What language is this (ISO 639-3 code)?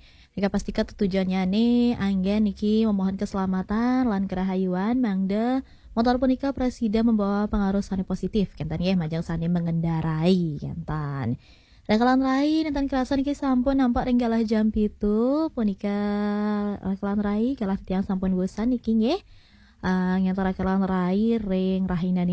ban